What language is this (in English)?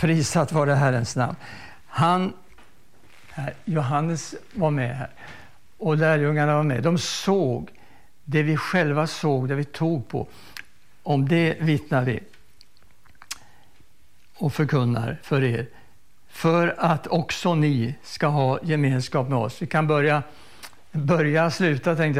Swedish